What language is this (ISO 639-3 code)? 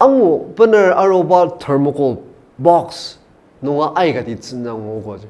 njo